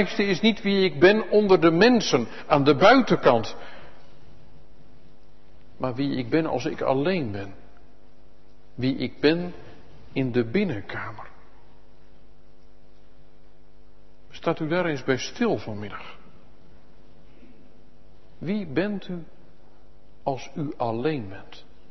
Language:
Dutch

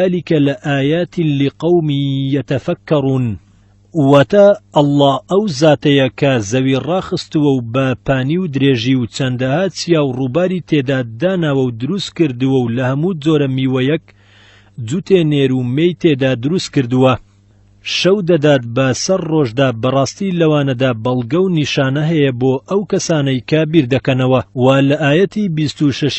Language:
Central Kurdish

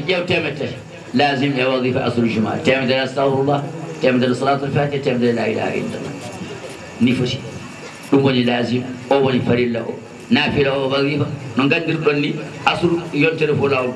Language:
Fula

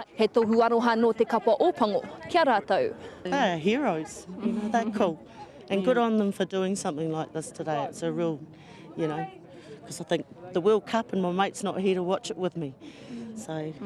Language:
Māori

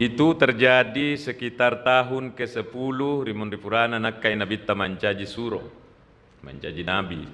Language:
Buginese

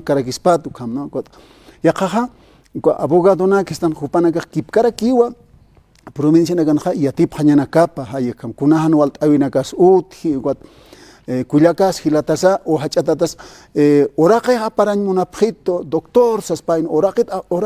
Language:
Aymara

